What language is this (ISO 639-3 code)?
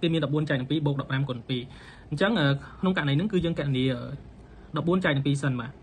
khm